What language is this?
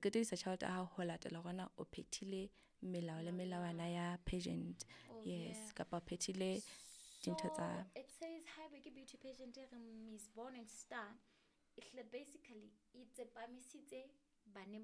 Southern Sotho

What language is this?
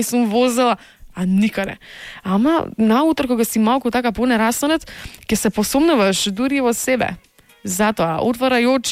Macedonian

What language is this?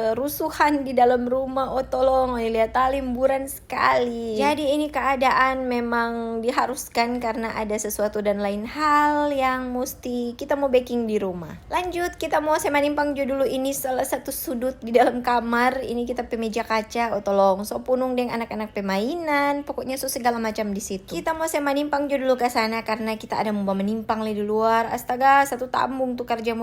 Manado Malay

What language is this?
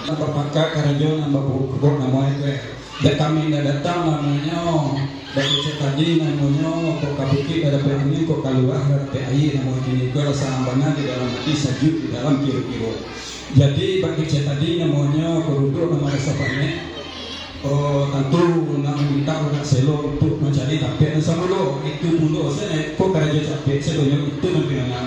Minangkabau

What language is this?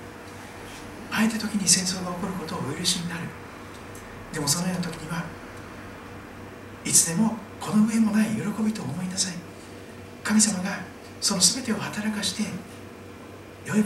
Japanese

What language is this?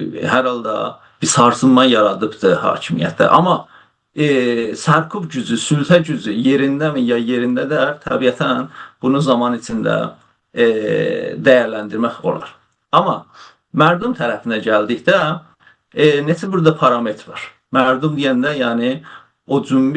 South Azerbaijani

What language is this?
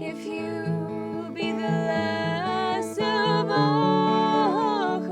Welsh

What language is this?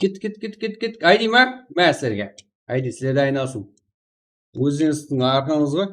Kara-Kalpak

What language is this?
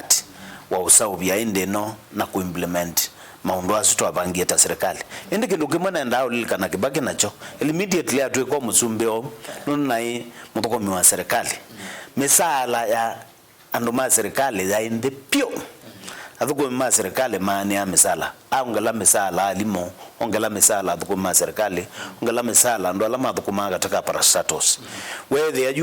Kamba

